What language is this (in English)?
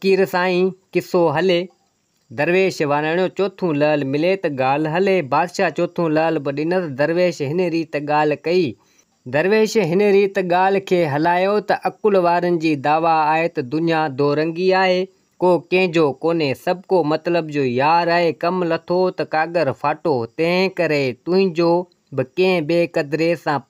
Sindhi